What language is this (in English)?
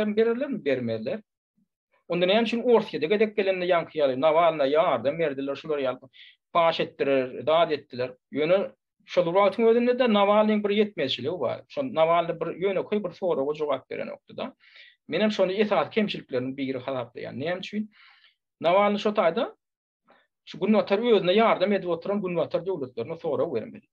Turkmen